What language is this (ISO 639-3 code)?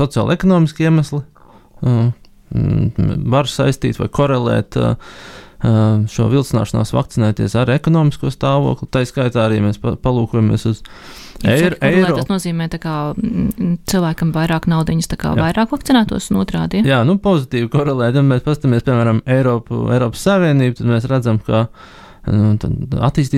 lav